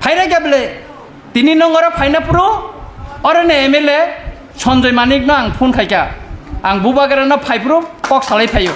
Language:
Kok Borok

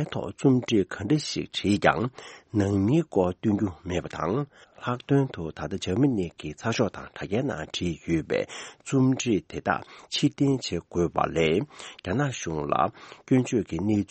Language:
Tibetan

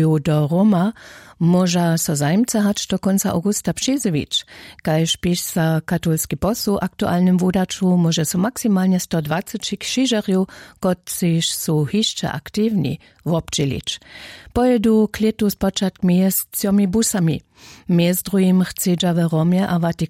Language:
Upper Sorbian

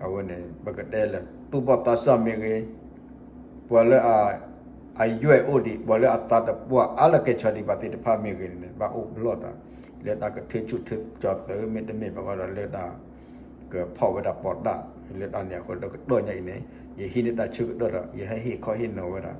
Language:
S'gaw Karen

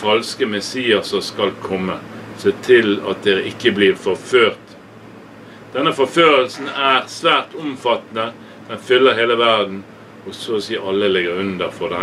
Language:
Norwegian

